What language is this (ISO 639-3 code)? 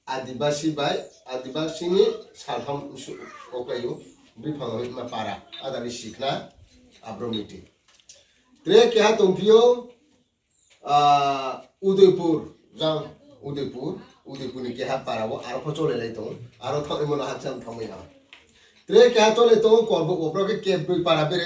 ria